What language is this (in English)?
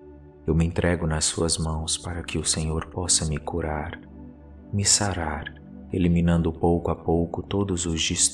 Portuguese